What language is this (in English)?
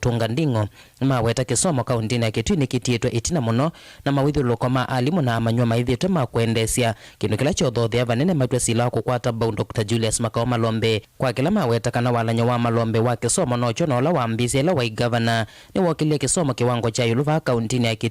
Kamba